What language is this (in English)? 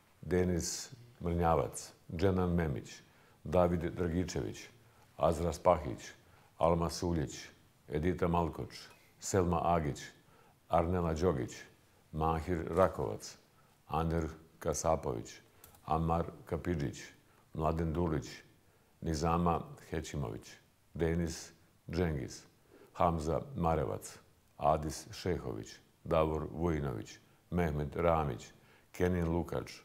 Bosnian